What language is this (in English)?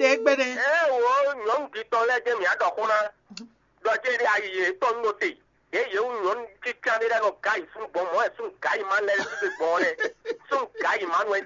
Fon